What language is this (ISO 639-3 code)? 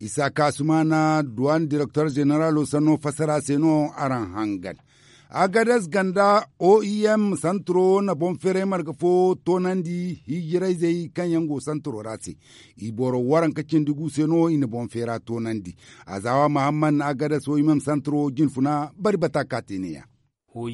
dje